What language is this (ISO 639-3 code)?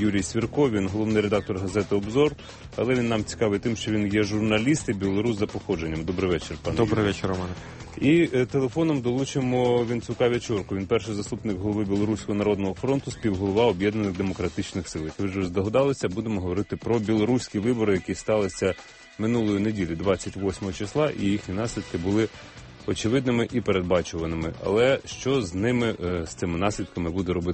ukr